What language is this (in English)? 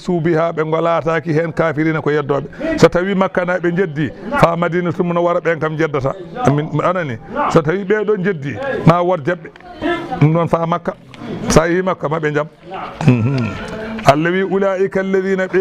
Fula